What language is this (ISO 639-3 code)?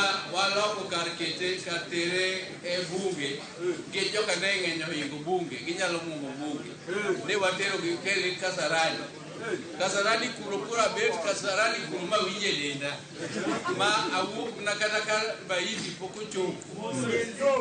luo